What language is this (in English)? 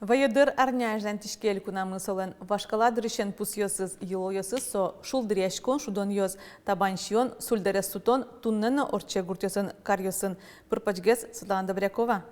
Udmurt